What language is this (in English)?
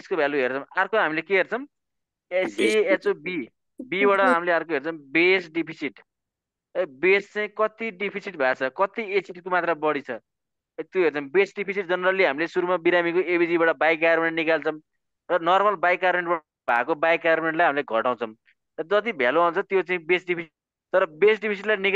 Nepali